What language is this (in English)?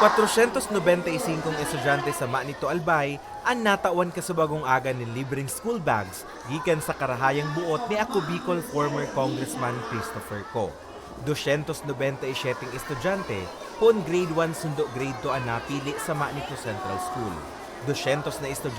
Bikol